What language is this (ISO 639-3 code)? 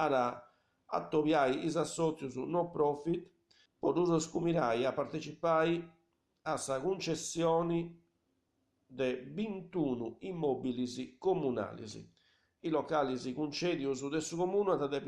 srd